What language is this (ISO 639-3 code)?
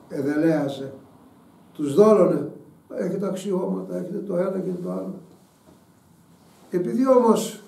ell